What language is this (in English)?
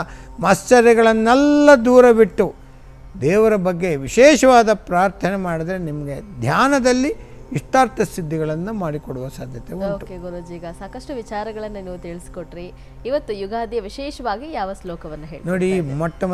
Kannada